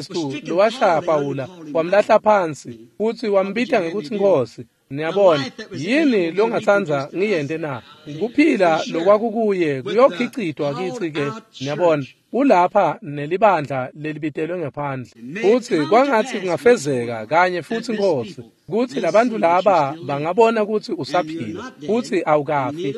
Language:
Swati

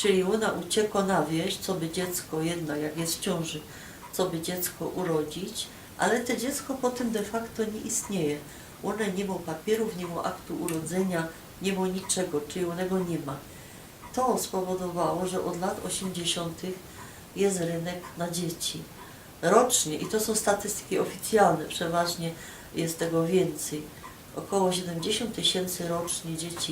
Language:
Silesian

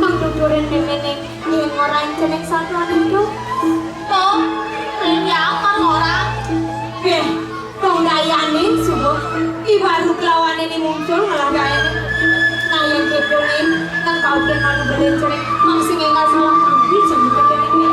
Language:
Balinese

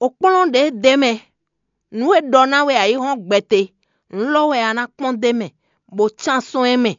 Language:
Fon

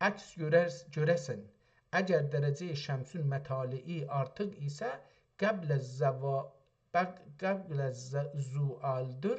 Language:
South Azerbaijani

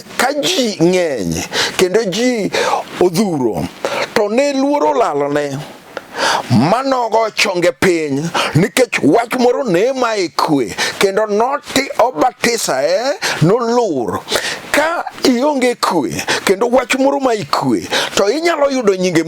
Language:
Luo (Kenya and Tanzania)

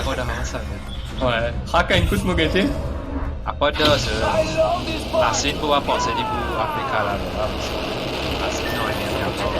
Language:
Morisyen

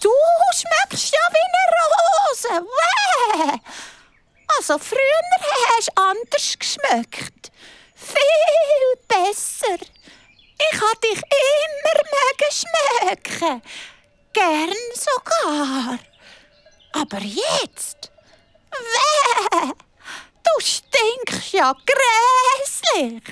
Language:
Swiss German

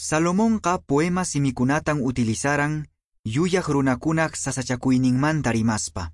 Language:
Quechua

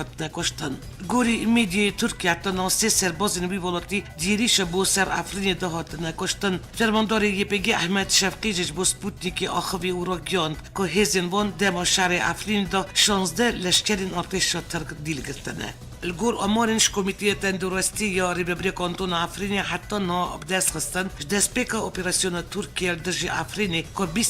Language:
Kurdish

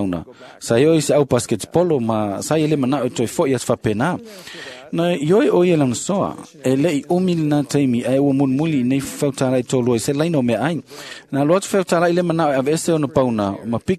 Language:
Samoan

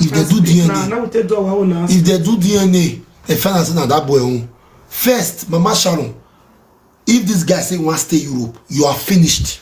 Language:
Nigerian Pidgin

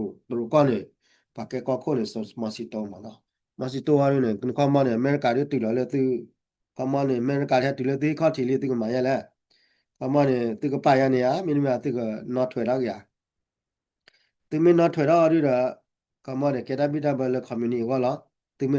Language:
S'gaw Karen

